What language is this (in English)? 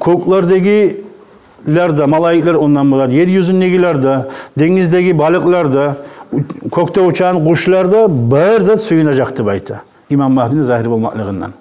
Kumyk